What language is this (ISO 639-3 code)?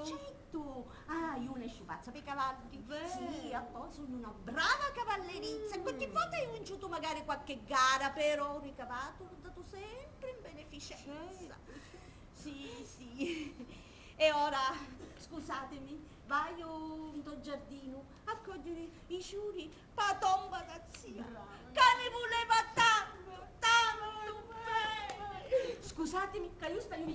scn